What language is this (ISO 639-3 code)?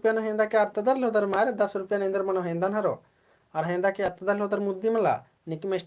kru